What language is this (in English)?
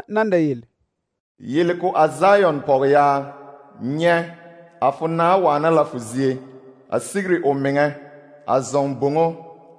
Southern Dagaare